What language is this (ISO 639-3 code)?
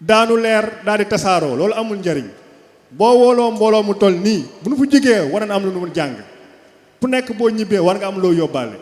wol